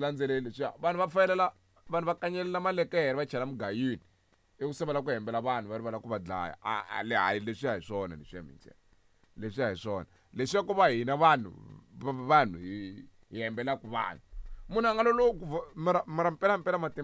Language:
Tsonga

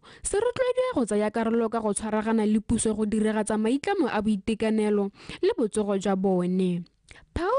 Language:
Tswana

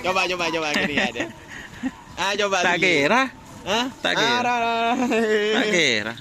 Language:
Madurese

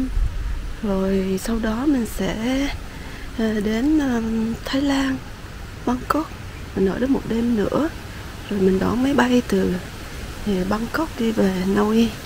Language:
Vietnamese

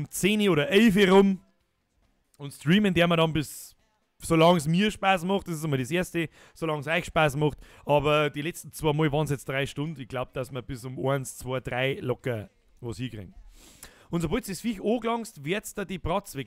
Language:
Bavarian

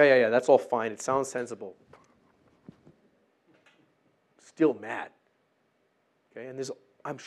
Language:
English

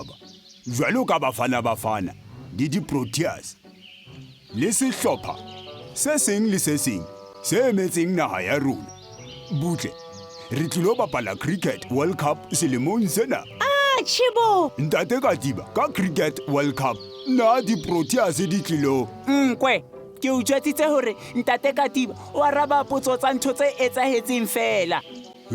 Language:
Southern Sotho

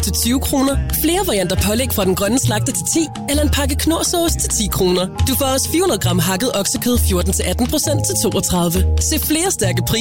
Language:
Danish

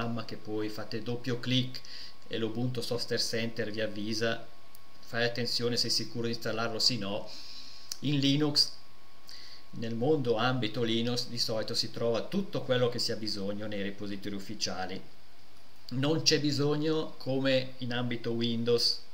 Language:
Italian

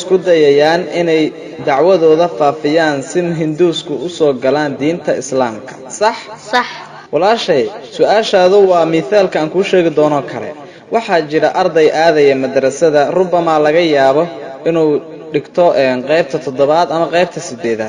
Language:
Somali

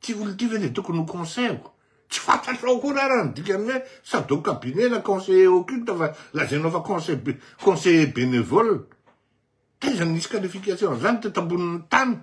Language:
Malagasy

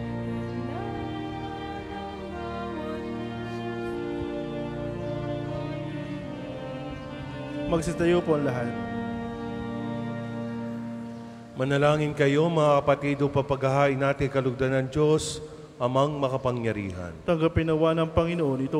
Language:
Filipino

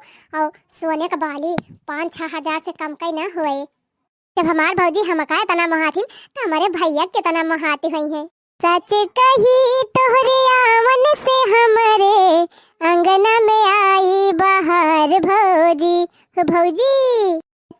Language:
Awadhi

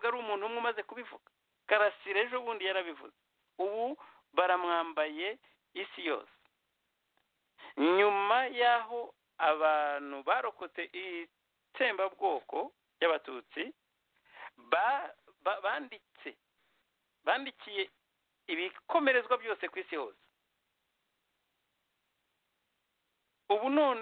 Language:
Kinyarwanda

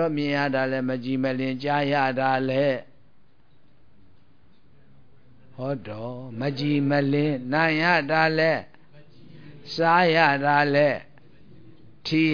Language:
Burmese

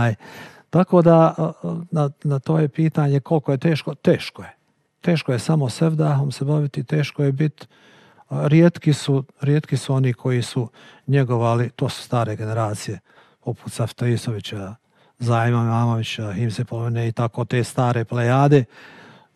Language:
Bosnian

